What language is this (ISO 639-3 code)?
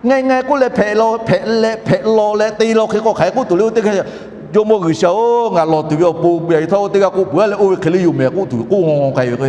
lhu